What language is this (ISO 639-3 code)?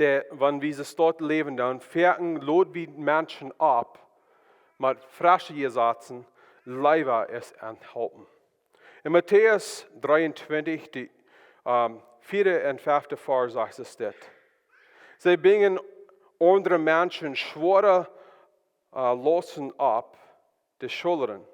pdt